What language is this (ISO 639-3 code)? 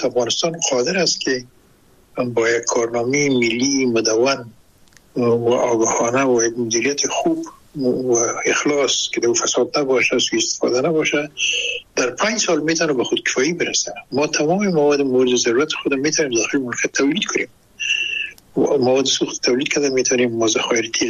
fas